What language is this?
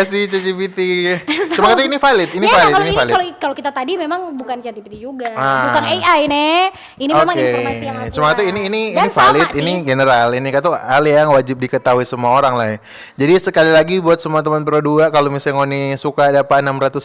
Manado Malay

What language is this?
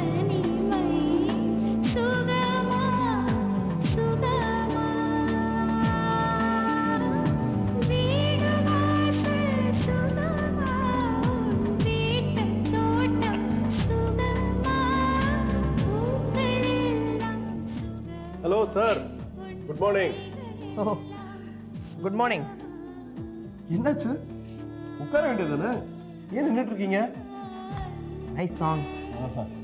Tamil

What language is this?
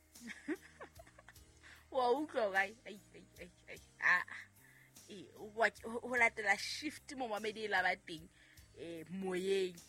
Southern Sotho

